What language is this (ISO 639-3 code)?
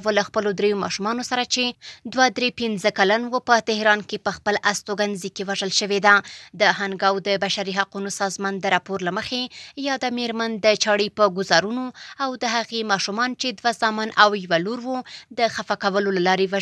pus